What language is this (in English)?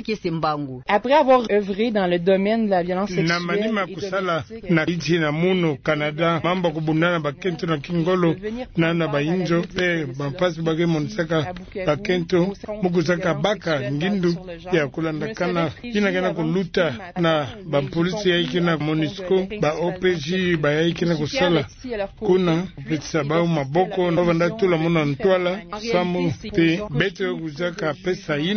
Kituba (Democratic Republic of Congo)